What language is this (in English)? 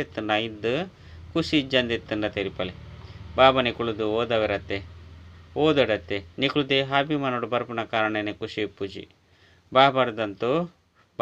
Tulu